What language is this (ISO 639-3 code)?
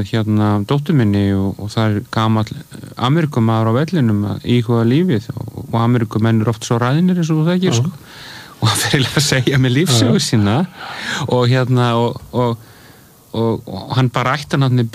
isl